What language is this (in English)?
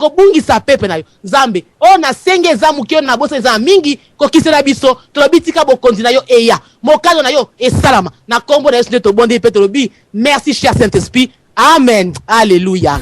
Lingala